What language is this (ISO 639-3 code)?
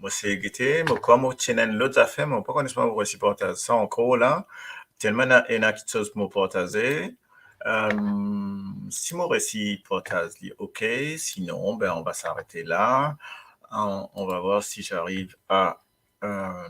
mfe